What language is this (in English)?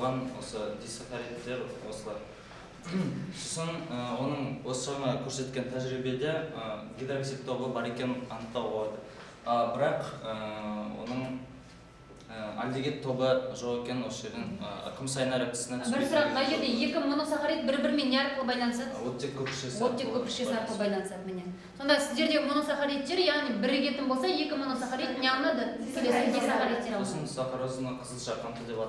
Kazakh